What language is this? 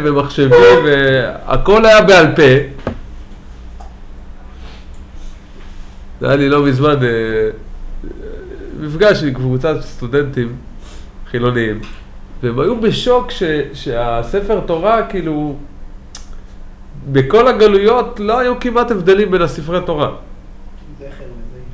Hebrew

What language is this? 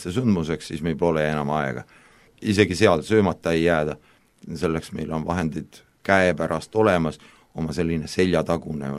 Estonian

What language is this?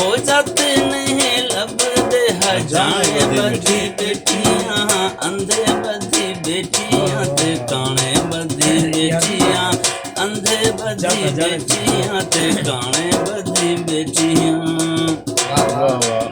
Saraiki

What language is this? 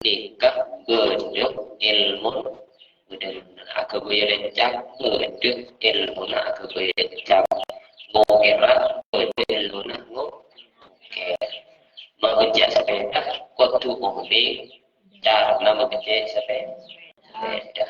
Madurese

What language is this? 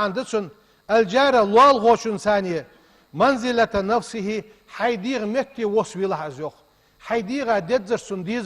Ingush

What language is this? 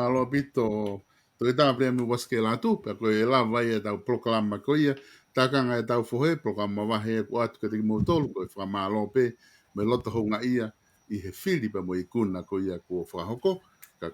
Tongan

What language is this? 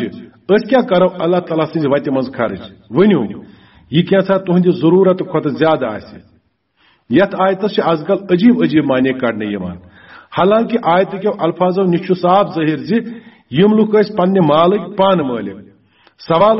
Kashmiri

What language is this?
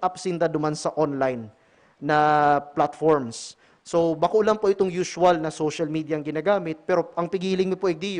Bikol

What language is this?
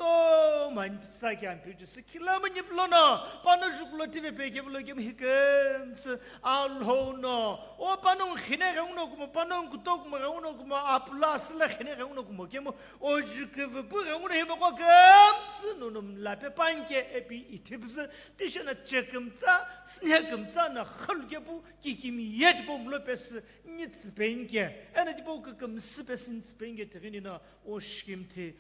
Sumi Naga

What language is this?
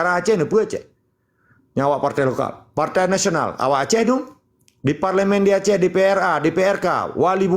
Achinese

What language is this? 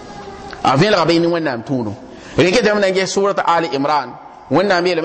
Mossi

